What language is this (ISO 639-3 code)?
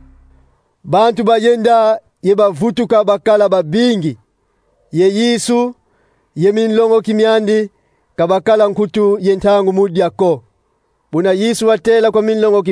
kon